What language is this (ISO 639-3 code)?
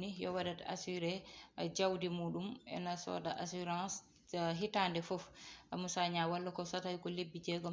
ful